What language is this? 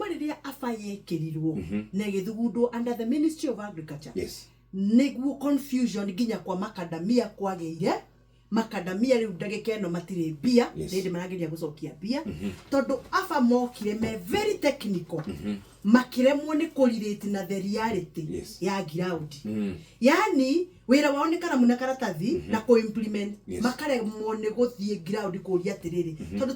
Kikuyu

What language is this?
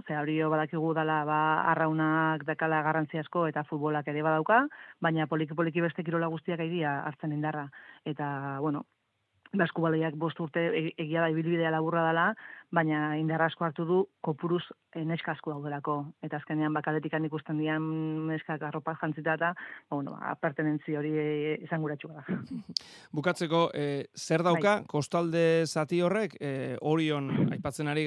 Basque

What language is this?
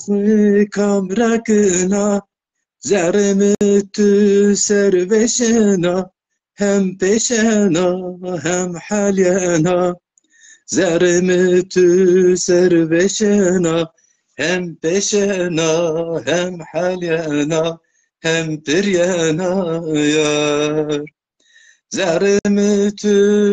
Zaza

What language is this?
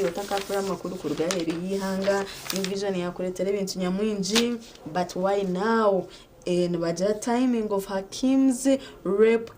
Nyankole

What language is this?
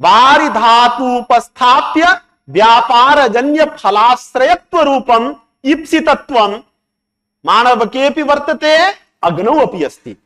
Sanskrit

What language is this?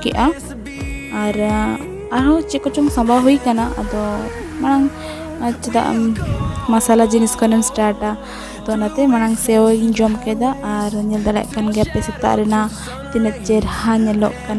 Santali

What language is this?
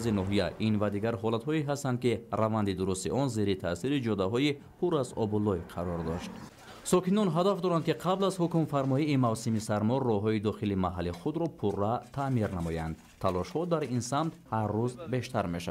Tajik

